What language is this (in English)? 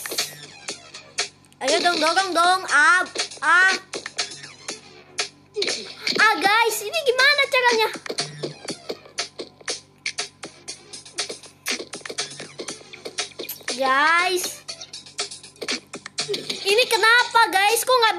Indonesian